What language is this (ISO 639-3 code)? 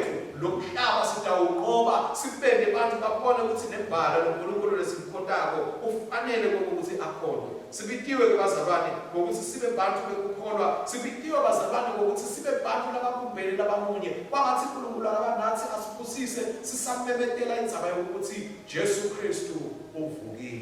ssw